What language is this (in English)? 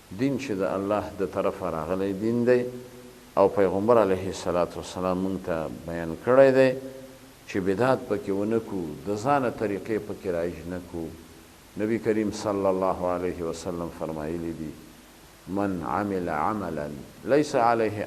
Pashto